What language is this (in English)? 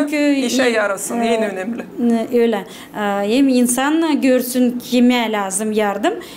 Gagauz